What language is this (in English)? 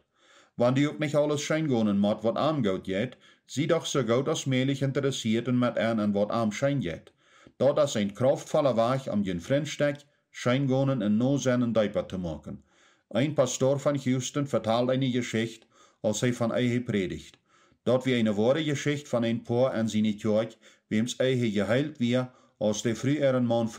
Plautdietsch